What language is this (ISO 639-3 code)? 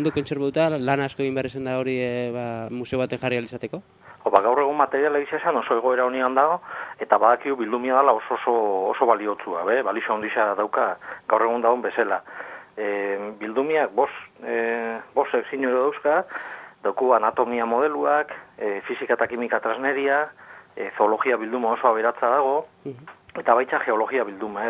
eus